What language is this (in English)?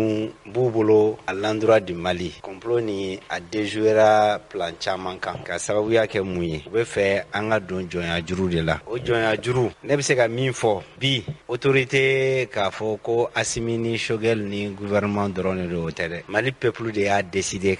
Bambara